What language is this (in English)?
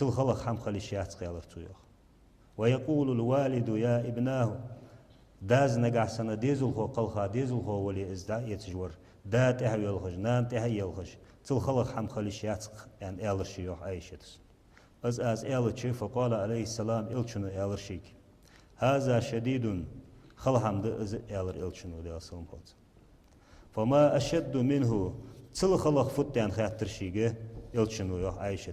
Ingush